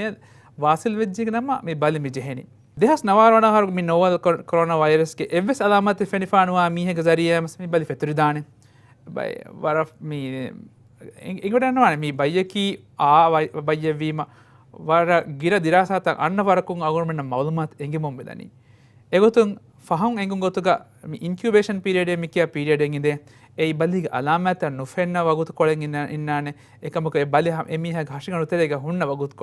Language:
Divehi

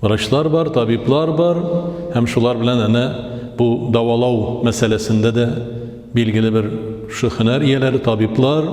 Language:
Tatar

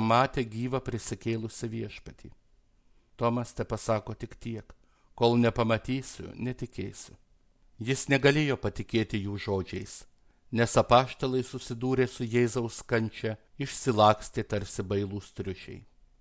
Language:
Lithuanian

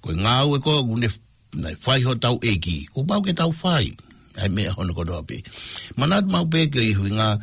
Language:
Tongan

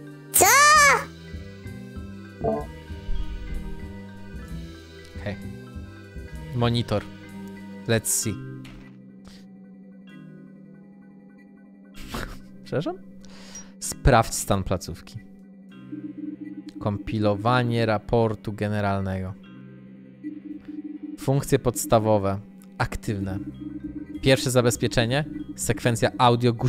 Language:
Polish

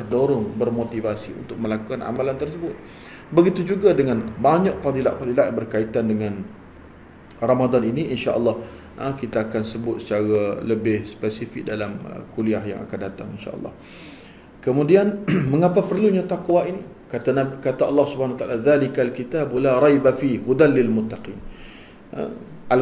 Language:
Malay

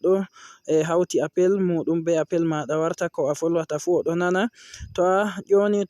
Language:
Fula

